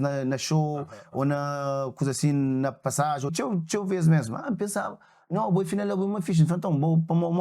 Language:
Kabuverdianu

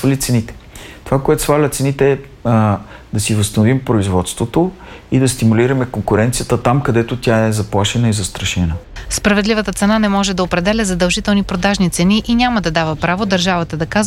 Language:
Bulgarian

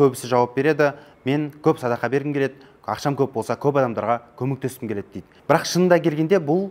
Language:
Kazakh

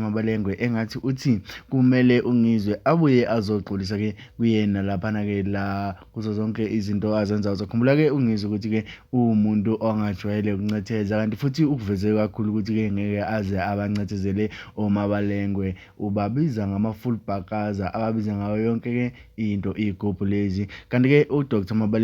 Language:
Zulu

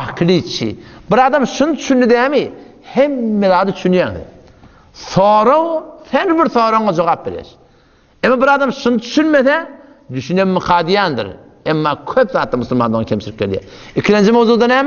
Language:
Turkmen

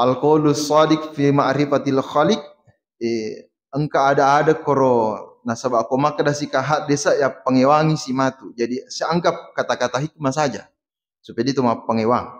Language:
Buginese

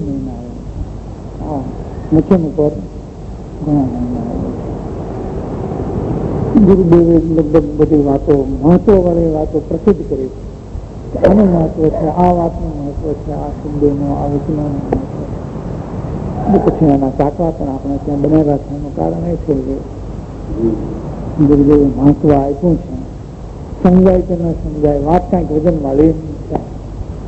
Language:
Gujarati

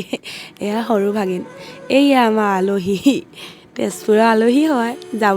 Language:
Assamese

